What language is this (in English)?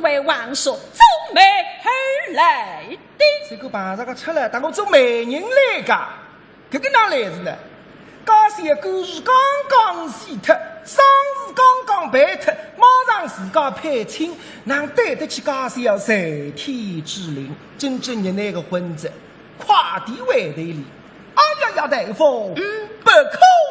Wu Chinese